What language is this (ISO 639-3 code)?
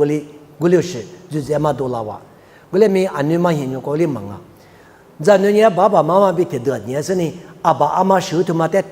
lis